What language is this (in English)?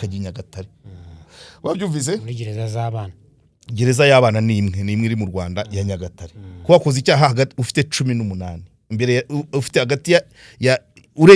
Kinyarwanda